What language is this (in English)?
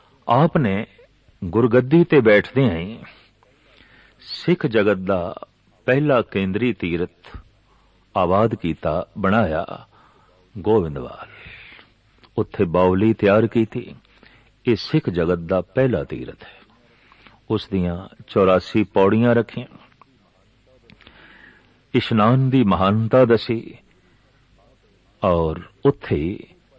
Punjabi